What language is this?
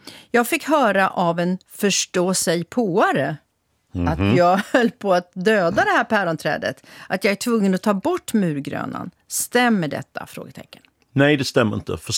Swedish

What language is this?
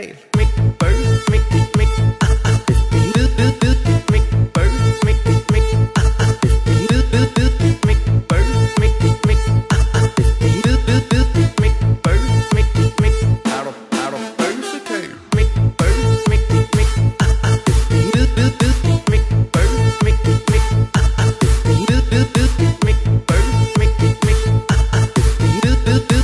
Danish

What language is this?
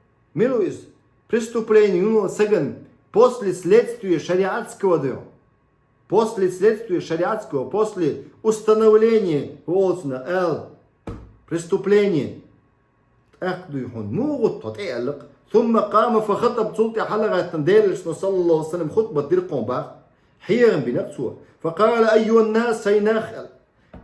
Chechen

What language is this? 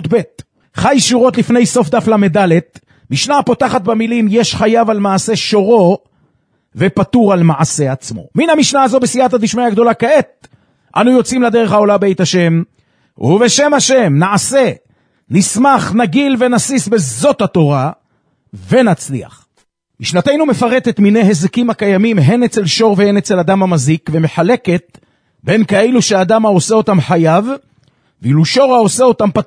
Hebrew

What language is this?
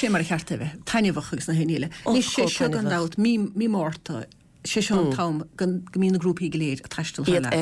Irish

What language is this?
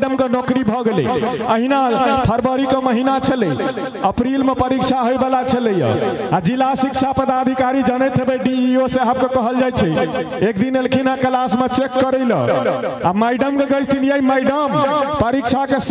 Maithili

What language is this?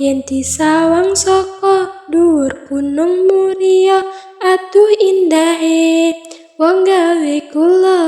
Javanese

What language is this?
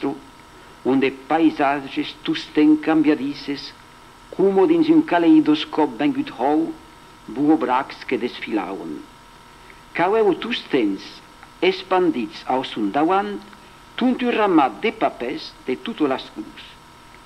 Occitan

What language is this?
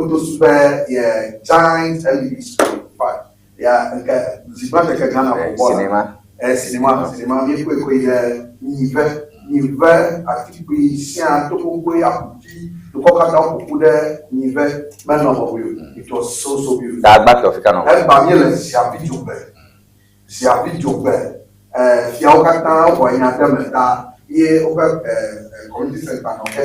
Ewe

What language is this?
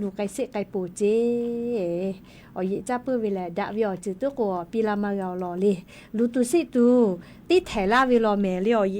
Lahu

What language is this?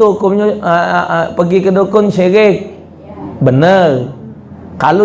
Musi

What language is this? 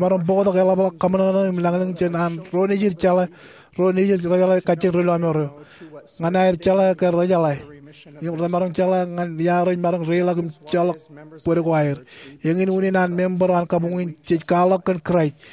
Marshallese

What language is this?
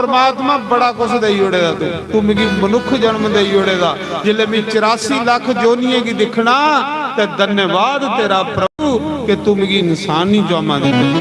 Dogri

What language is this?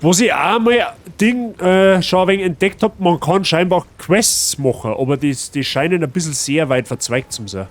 Bavarian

